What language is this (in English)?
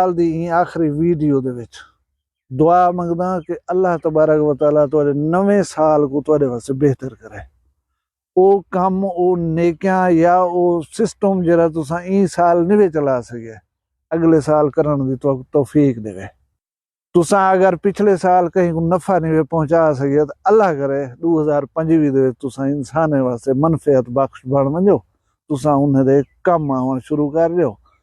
Saraiki